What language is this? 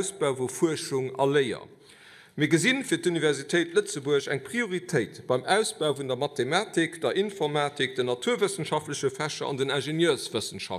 Luxembourgish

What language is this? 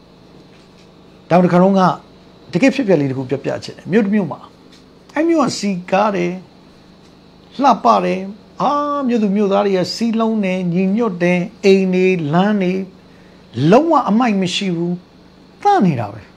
Burmese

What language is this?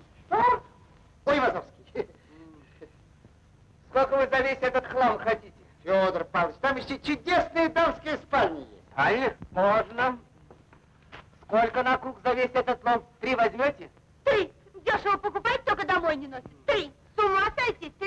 Russian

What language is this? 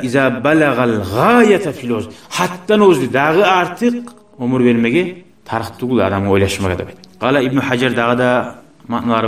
Kumyk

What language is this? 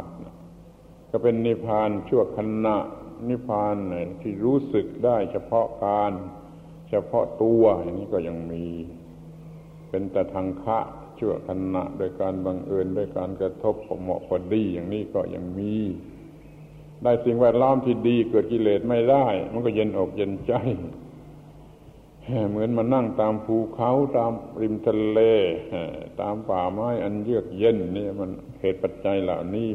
Thai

